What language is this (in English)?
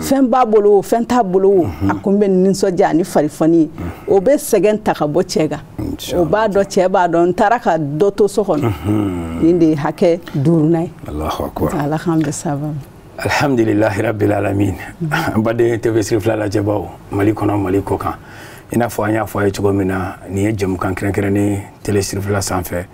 Bambara